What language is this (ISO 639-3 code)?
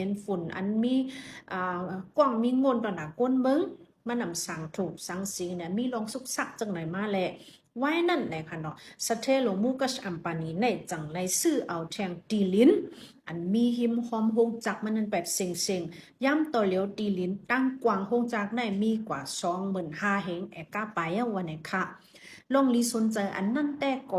shn